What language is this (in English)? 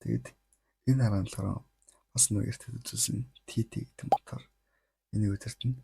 Mongolian